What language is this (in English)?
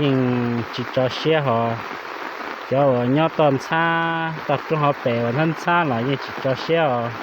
Hmong